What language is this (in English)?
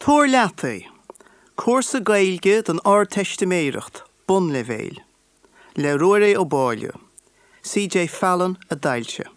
Irish